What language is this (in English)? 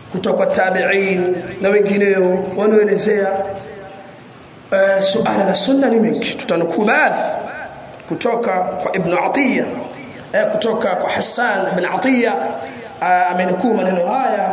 Swahili